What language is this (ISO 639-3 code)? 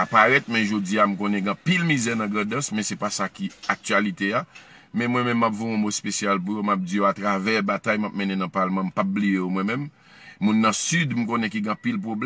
hat